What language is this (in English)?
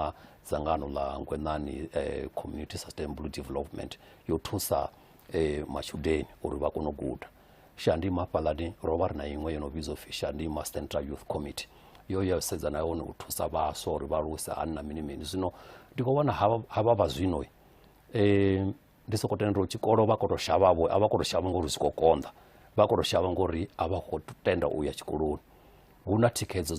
Venda